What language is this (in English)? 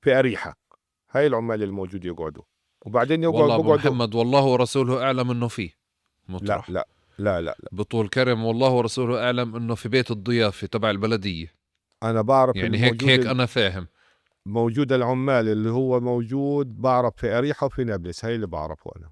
North Levantine Arabic